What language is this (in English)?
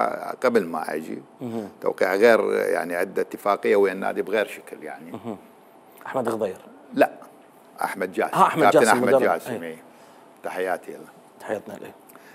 Mesopotamian Arabic